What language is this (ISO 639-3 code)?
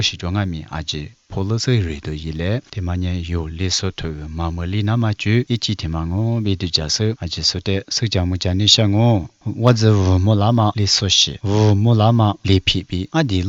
lis